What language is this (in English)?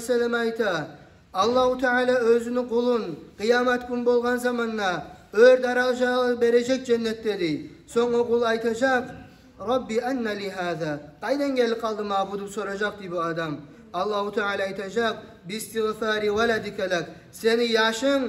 Kumyk